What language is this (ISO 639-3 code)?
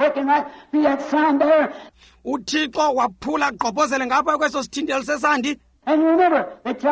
xho